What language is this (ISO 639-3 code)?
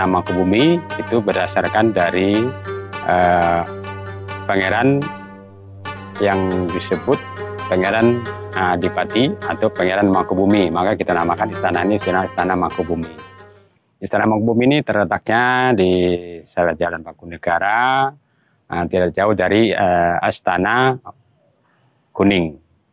ind